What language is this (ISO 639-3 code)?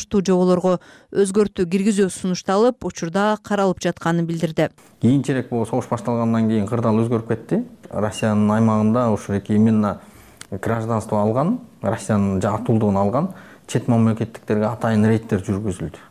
kir